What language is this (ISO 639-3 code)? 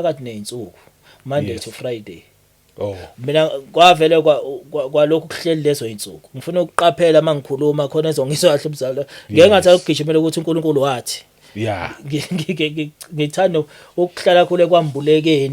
zul